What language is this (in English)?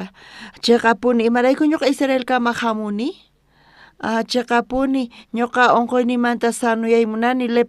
South Bolivian Quechua